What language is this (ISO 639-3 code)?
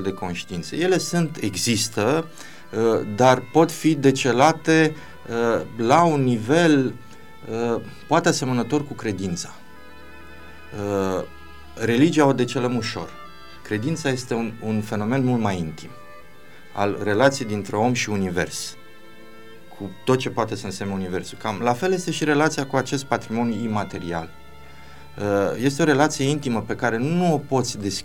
ron